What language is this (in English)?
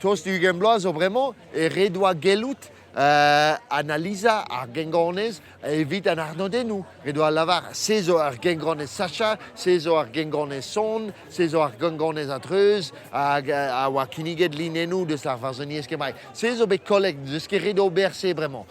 Breton